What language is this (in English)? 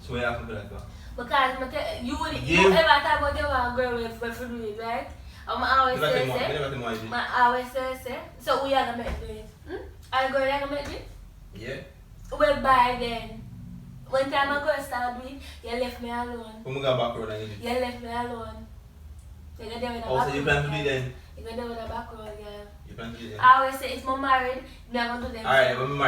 Jamaican Creole English